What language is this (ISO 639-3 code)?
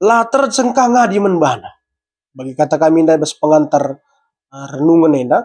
btx